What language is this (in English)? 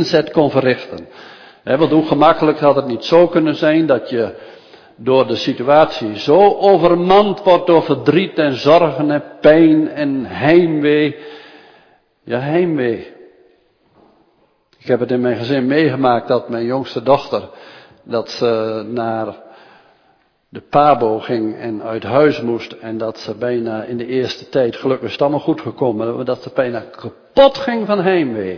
Dutch